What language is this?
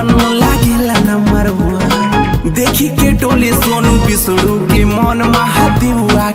Bhojpuri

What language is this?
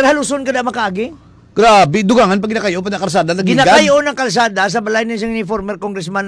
Hiligaynon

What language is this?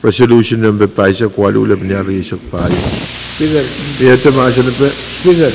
Pohnpeian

